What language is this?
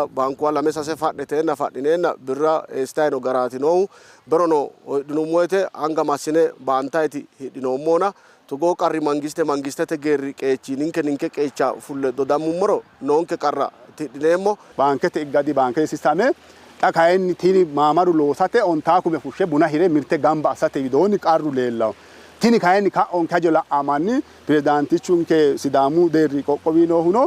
Sidamo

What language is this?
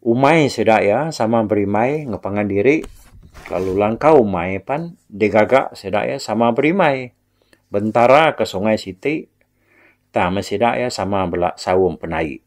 Iban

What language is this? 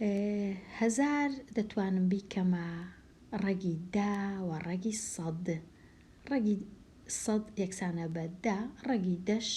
Central Kurdish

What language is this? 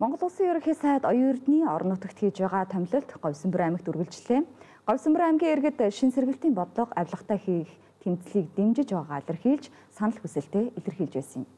Mongolian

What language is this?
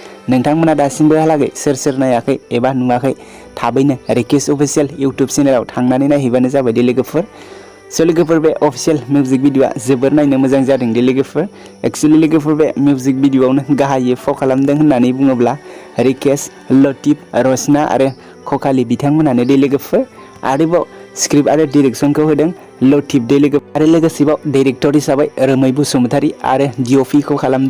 Bodo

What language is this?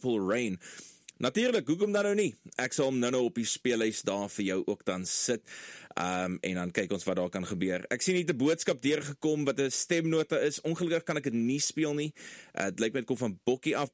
Afrikaans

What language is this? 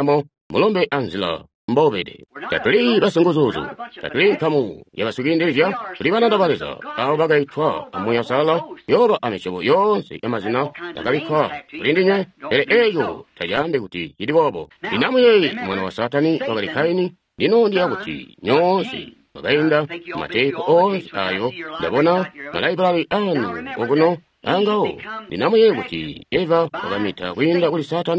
Tonga (Zambia)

